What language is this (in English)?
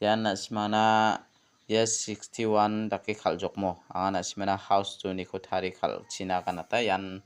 Garo